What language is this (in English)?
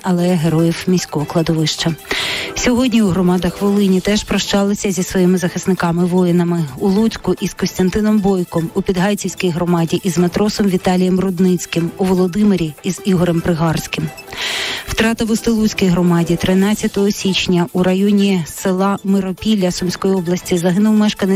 Ukrainian